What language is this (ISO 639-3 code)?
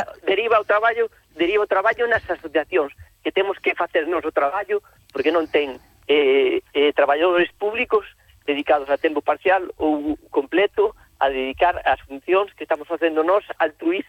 glg